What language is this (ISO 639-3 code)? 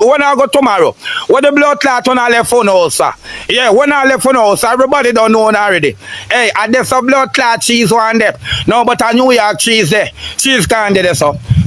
jam